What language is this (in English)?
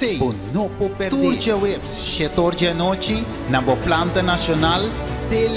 Papiamento